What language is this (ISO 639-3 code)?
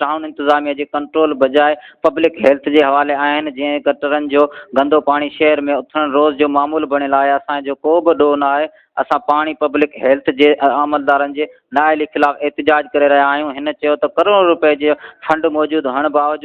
snd